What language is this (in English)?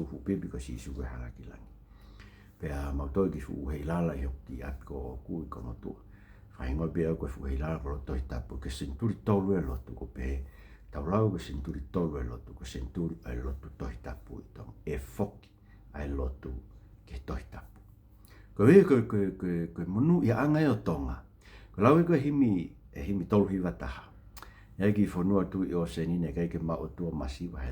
Tongan